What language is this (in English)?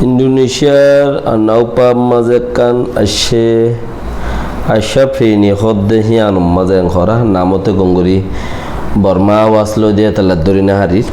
Rohingya